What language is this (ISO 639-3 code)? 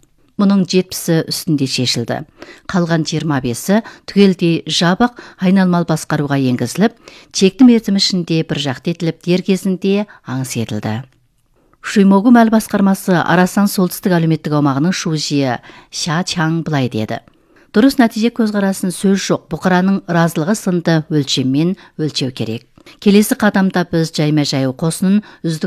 kaz